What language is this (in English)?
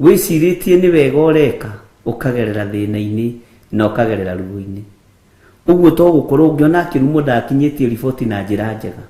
Kikuyu